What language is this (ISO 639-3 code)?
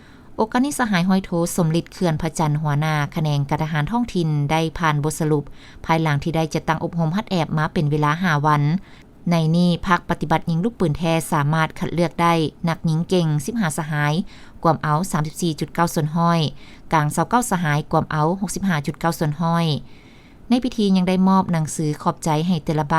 lao